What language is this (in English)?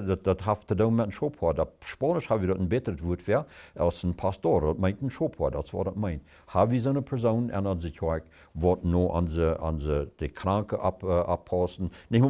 Plautdietsch